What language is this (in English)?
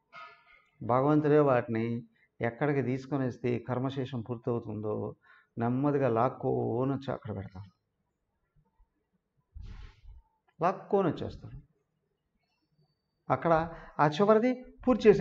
Telugu